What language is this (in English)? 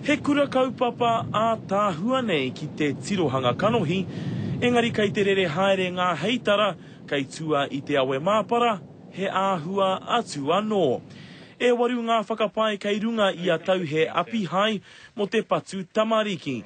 Māori